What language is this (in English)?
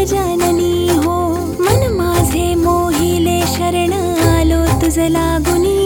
Marathi